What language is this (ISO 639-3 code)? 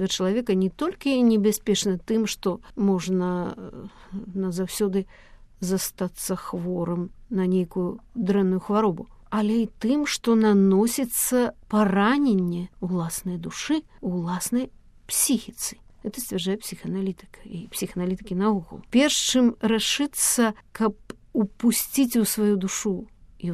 bel